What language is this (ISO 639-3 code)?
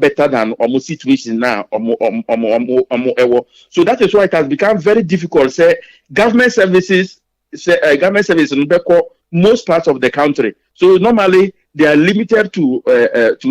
aka